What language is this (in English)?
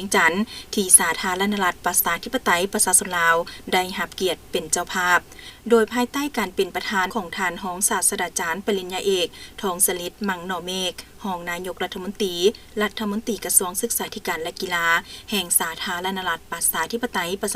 Lao